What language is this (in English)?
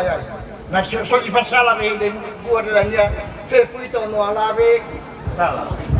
Nias